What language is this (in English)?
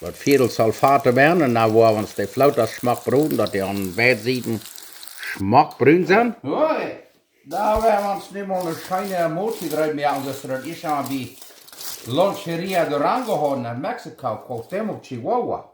Plautdietsch